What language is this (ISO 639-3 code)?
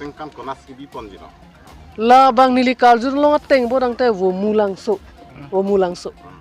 mjw